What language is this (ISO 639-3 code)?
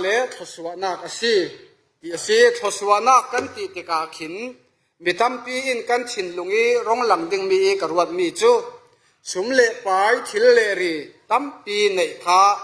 cfm